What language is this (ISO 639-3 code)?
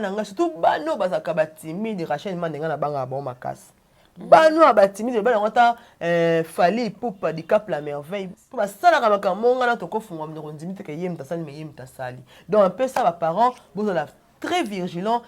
lin